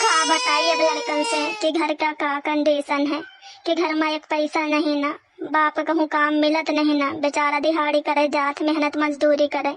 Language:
Awadhi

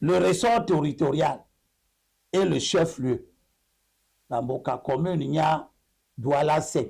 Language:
Duala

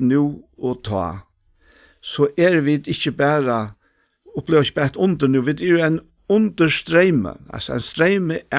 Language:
Faroese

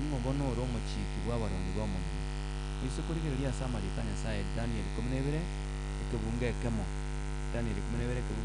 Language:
Gusii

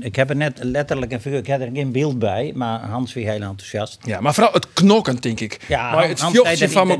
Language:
Western Frisian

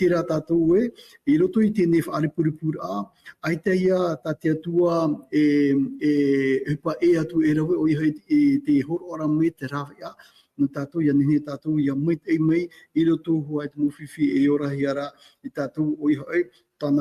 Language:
Tahitian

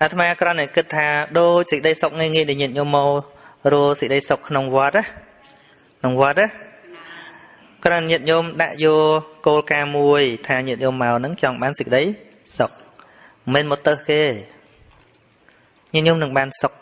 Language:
Khmer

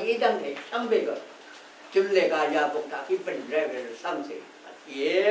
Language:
Rawang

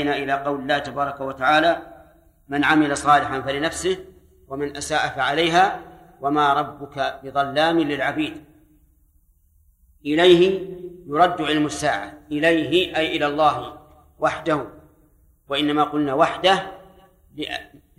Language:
Arabic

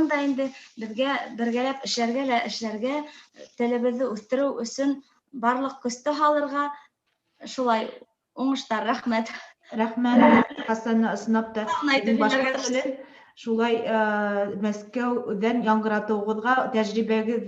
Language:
Bashkir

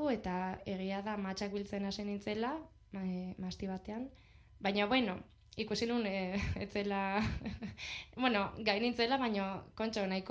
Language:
Basque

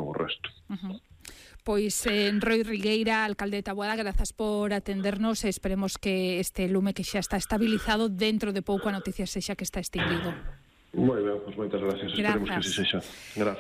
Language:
Galician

